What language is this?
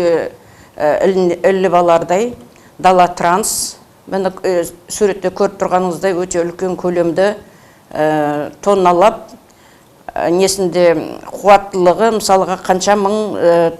Kazakh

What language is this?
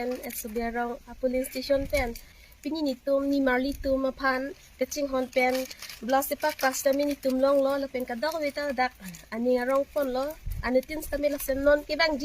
Karbi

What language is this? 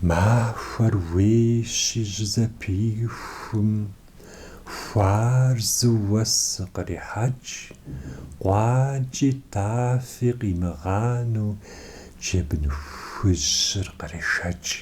Kabardian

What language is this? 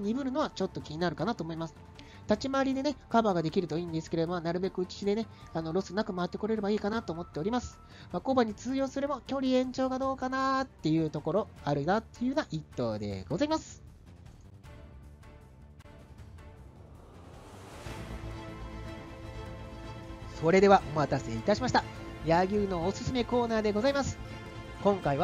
Japanese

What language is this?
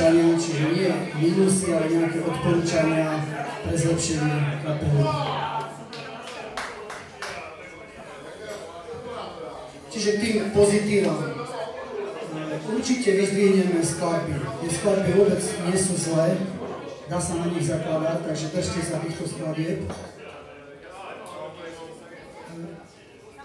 Slovak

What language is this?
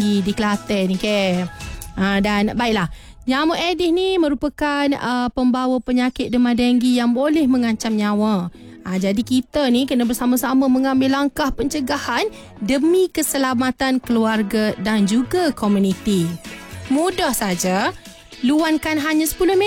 Malay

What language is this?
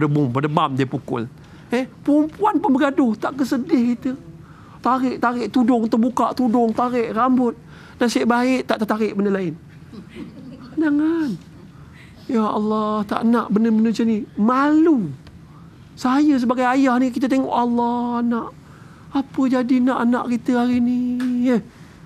Malay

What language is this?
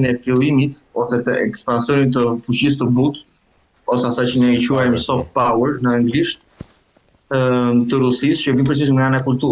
Albanian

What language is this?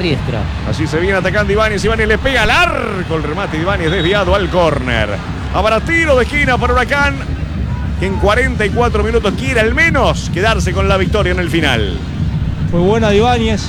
Spanish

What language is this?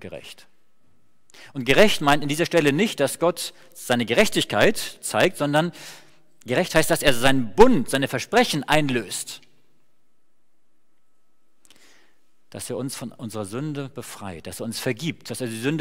German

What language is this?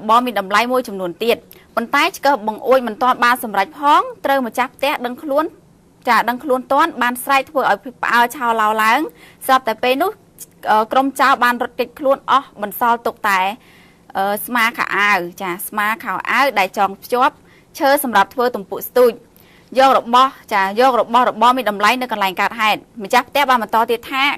Khmer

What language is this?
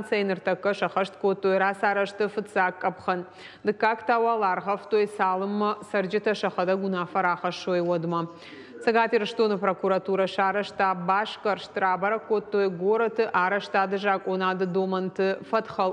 Ossetic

